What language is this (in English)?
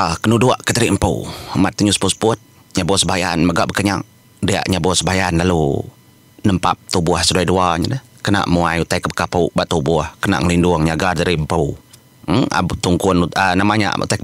Iban